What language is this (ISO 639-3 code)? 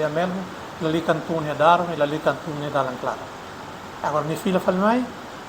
tet